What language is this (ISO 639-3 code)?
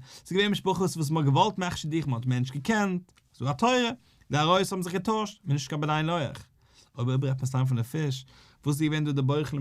yid